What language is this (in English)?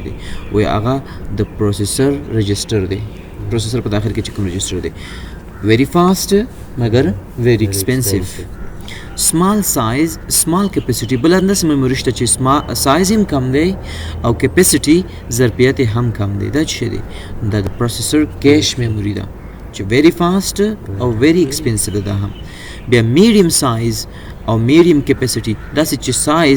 Pashto